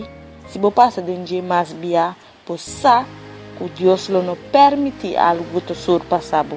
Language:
Papiamento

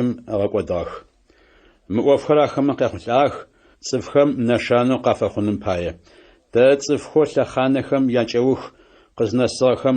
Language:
Adyghe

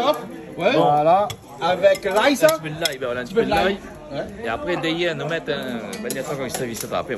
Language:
Réunion Creole French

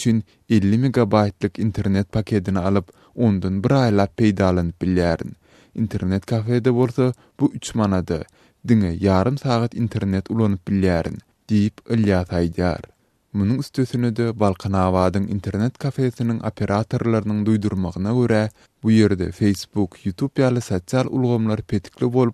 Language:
Turkmen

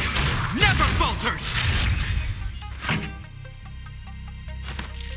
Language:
English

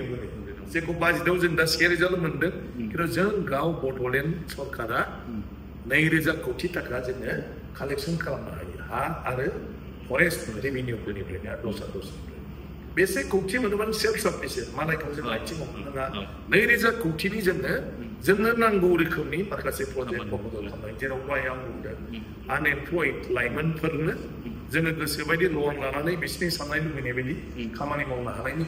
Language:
Bodo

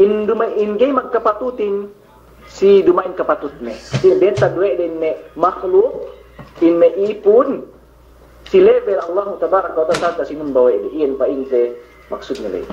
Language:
Yakan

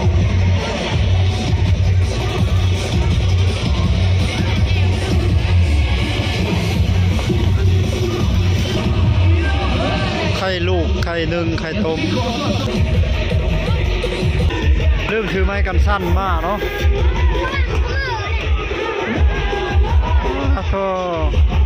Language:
Thai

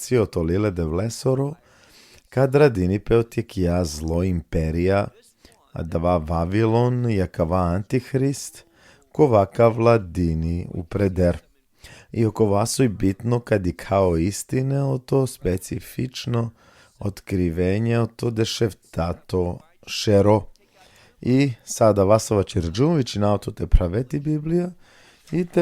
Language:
Balkan Romani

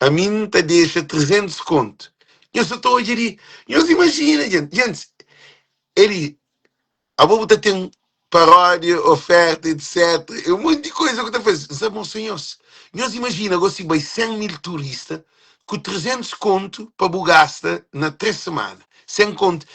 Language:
Kabuverdianu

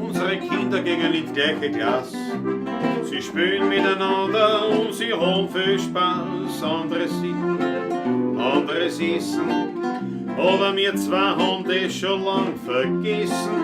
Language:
Bavarian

